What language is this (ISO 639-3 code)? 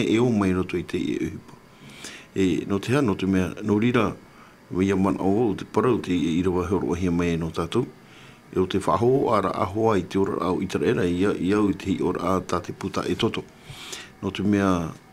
tah